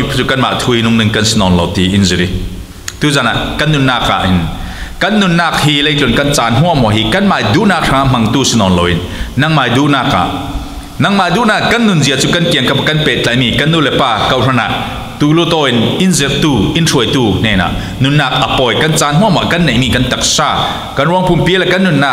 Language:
Falam Chin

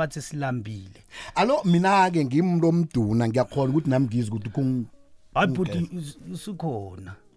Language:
South Ndebele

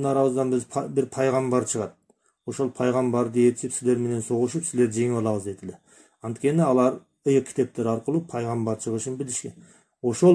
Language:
Kyrgyz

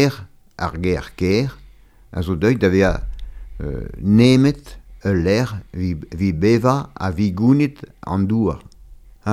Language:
Breton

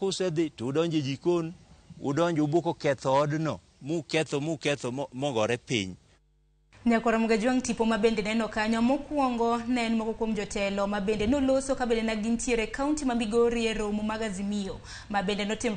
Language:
Luo (Kenya and Tanzania)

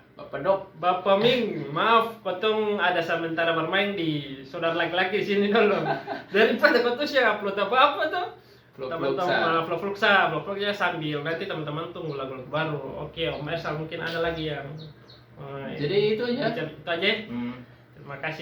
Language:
Ambonese Malay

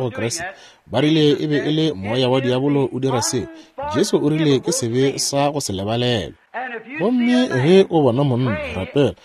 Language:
Northern Sotho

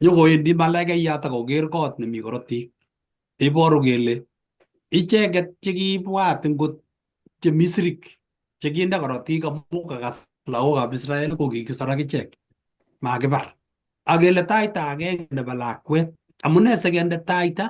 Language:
Kalenjin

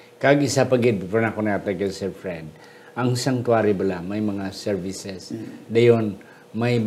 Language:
Hiligaynon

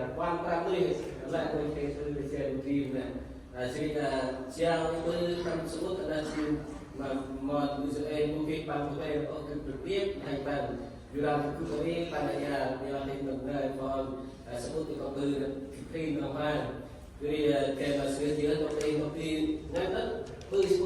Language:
Central Mnong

